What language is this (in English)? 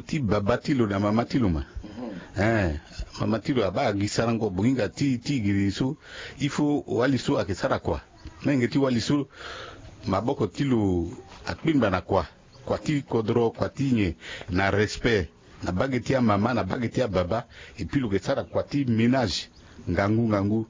Sango